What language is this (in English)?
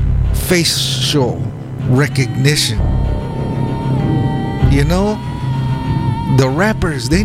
English